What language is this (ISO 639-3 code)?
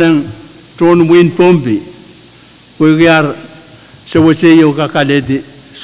pon